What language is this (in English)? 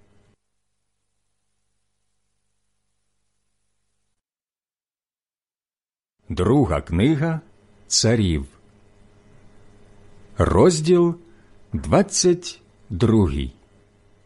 Ukrainian